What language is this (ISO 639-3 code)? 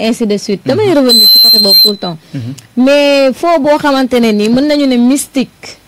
wol